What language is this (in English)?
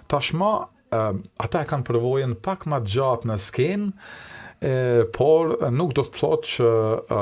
Albanian